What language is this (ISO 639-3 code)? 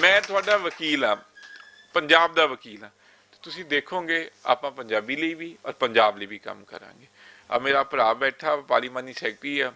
lah